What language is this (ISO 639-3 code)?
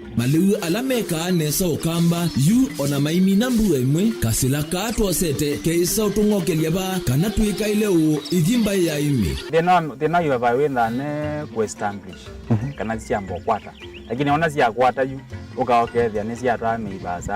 kam